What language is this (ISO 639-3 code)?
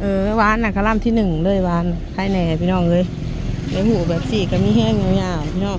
tts